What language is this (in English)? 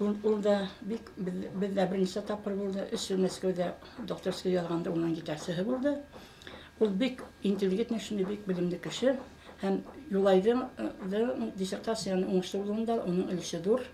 Bashkir